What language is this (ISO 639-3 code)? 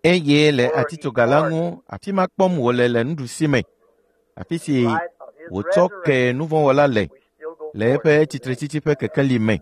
ewe